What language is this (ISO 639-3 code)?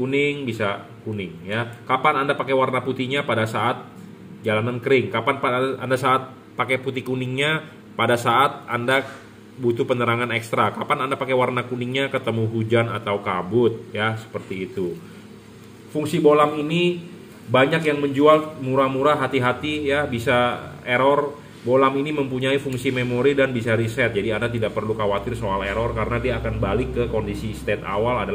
ind